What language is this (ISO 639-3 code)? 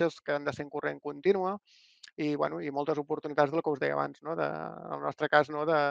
cat